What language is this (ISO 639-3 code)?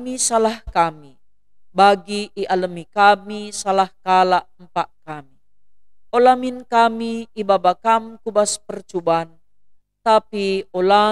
btx